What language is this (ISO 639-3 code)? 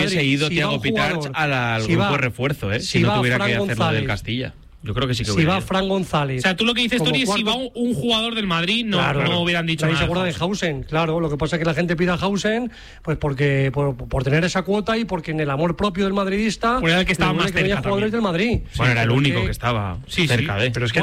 spa